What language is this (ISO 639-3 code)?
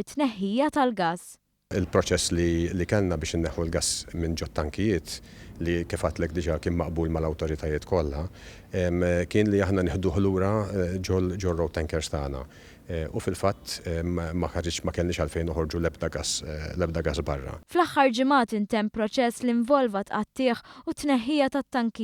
mlt